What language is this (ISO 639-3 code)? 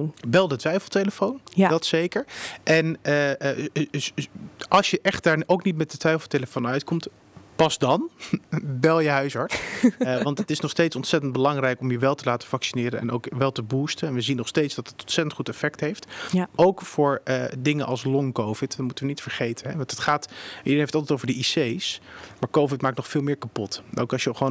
nld